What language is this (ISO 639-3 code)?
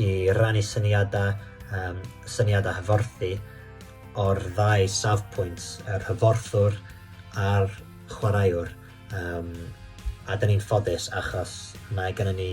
cym